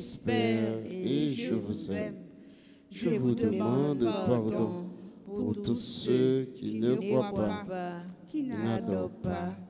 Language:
French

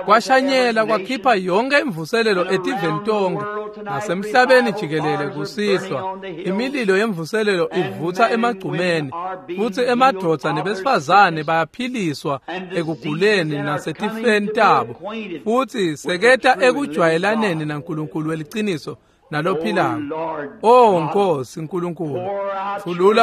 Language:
Swati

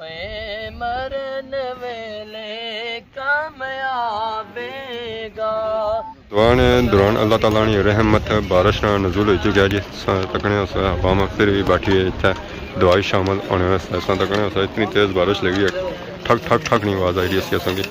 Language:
Pahari-Potwari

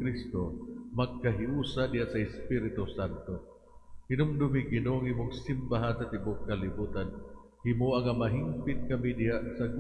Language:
Cebuano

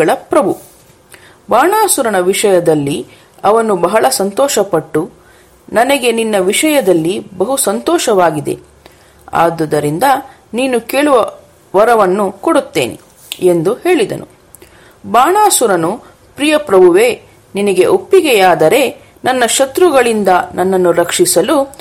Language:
Kannada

